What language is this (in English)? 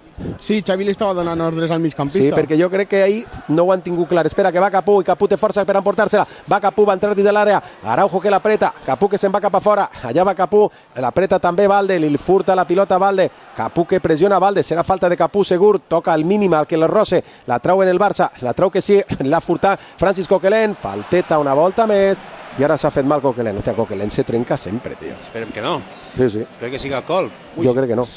Catalan